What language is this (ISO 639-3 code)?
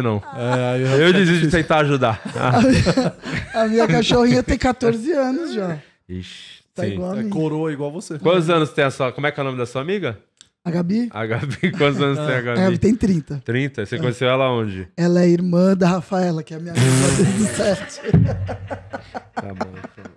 por